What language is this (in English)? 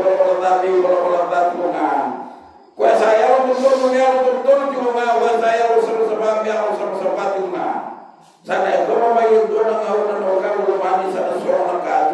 Fijian